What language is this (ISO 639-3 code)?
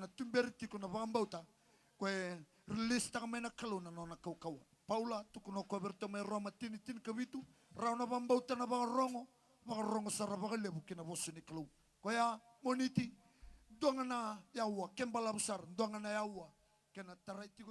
fij